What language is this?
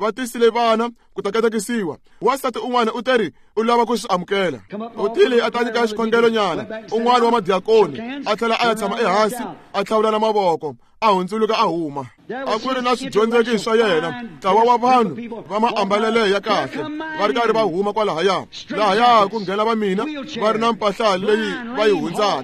Tsonga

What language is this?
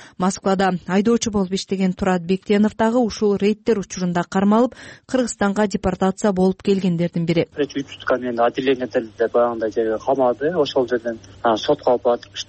Kyrgyz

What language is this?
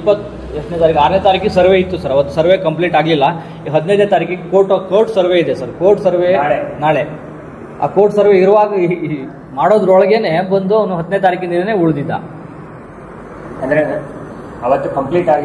Kannada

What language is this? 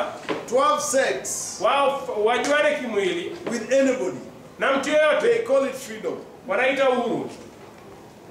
Swahili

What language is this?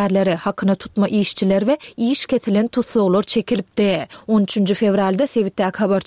Turkmen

